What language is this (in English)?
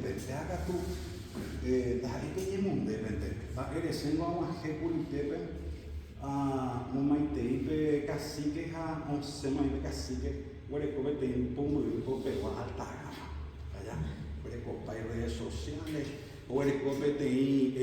Guarani